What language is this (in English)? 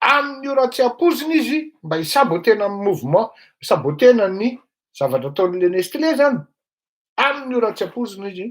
Malagasy